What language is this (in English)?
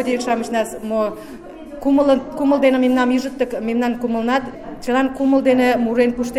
Mari